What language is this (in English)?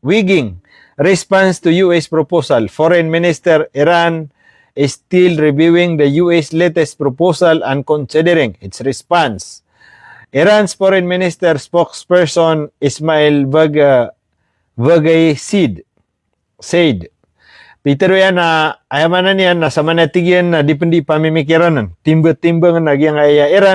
Maranao